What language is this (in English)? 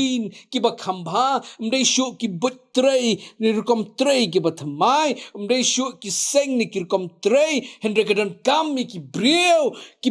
Khasi